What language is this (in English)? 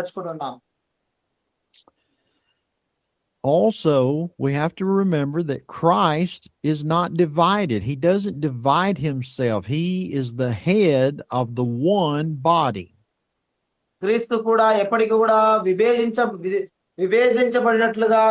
Telugu